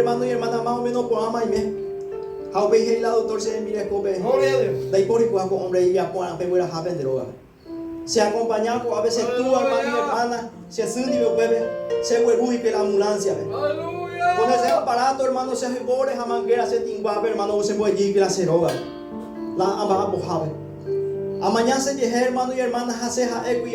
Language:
Guarani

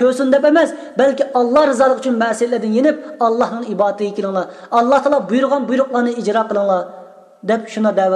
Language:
Uyghur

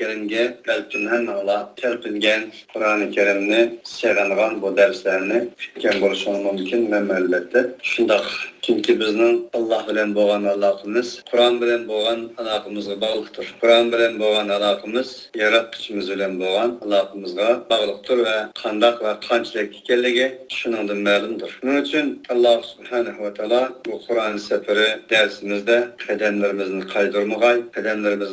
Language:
Uyghur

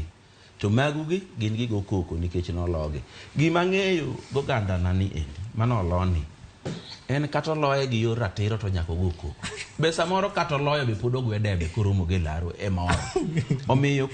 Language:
Luo (Kenya and Tanzania)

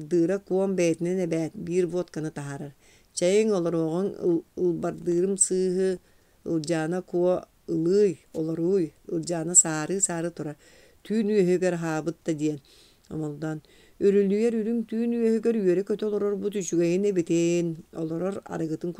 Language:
Yakut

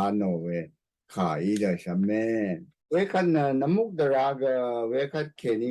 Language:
Rawang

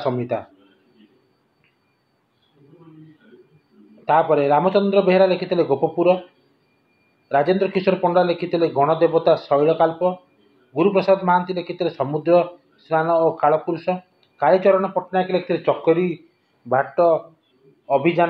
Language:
Odia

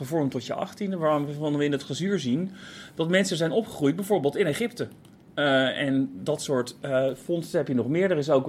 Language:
Dutch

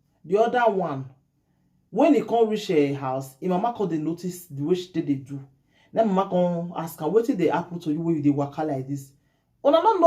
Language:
Nigerian Pidgin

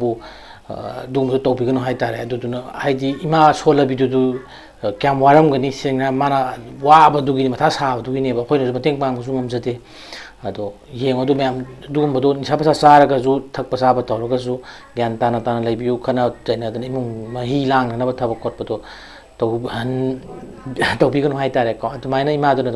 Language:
Manipuri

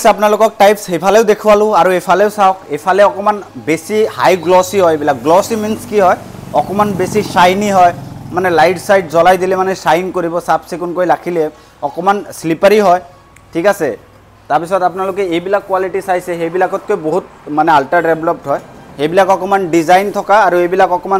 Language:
Assamese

